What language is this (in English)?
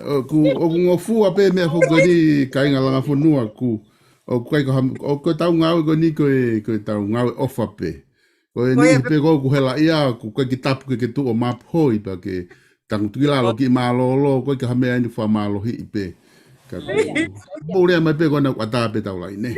Tongan